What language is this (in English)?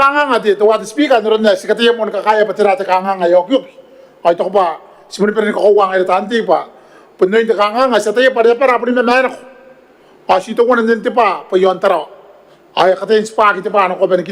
Gilbertese